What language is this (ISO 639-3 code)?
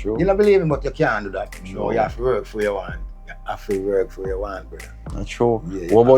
jam